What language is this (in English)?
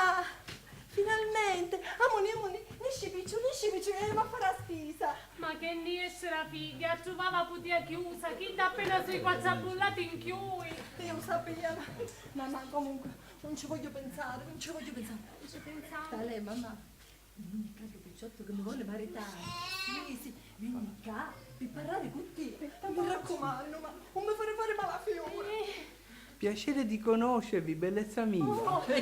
Sicilian